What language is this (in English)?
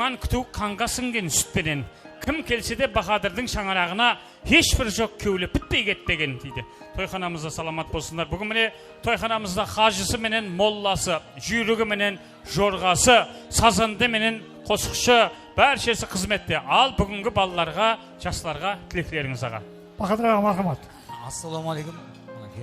Kara-Kalpak